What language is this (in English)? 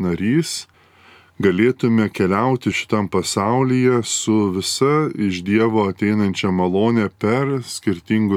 Lithuanian